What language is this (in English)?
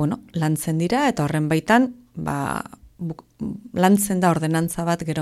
Basque